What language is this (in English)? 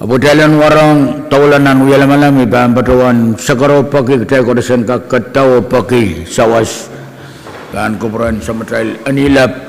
Pohnpeian